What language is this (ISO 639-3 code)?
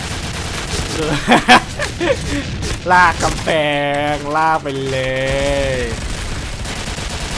tha